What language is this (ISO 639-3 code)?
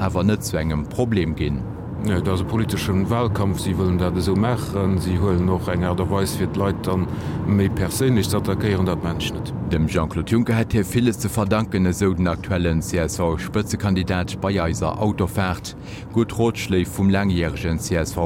ltz